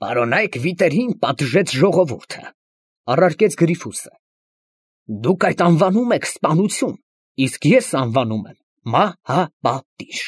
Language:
Armenian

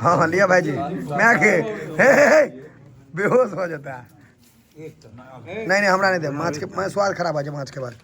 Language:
Maithili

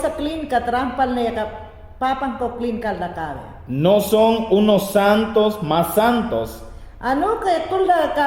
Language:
Mayangna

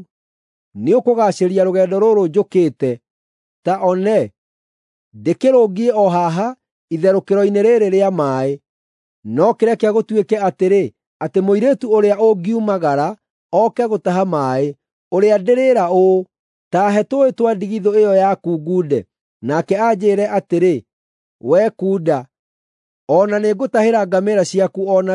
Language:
Kikuyu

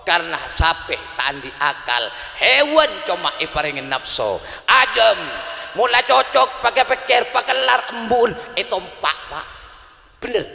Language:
Madurese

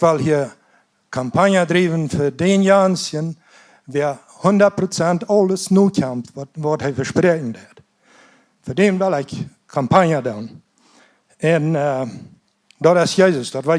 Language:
Plautdietsch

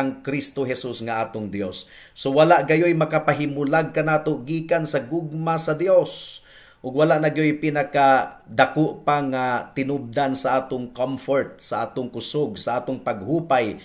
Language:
Cebuano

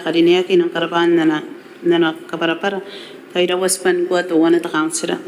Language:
Gilbertese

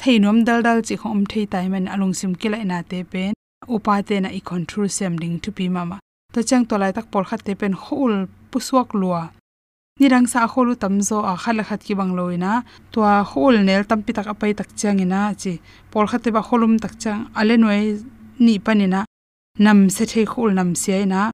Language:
Tedim Chin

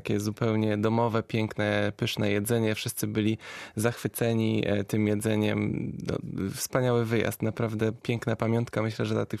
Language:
Polish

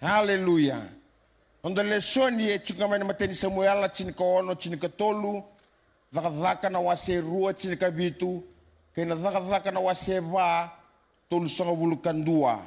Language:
Fijian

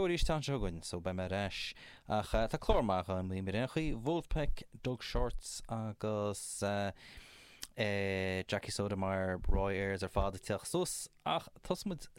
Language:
Irish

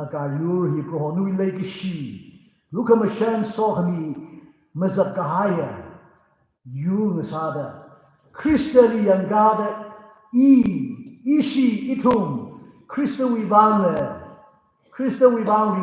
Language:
Tangkhul Naga (India)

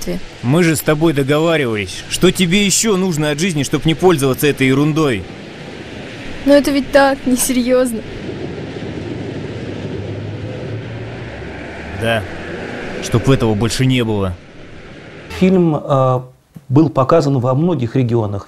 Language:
Russian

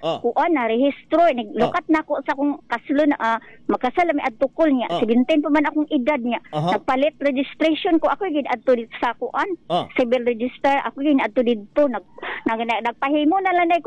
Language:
Cebuano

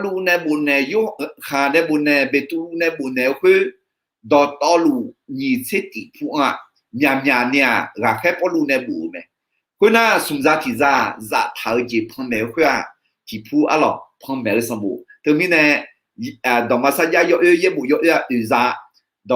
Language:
Akha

